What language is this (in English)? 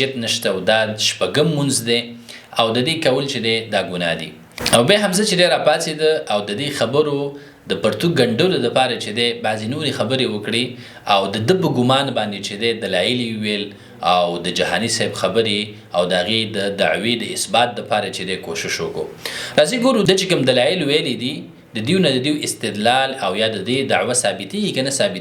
Pashto